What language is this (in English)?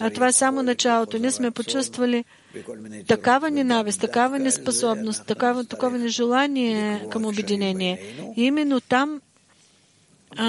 Bulgarian